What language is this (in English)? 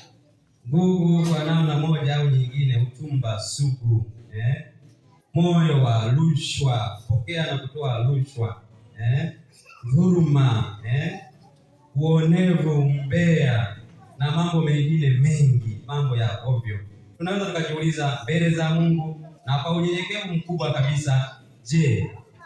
Swahili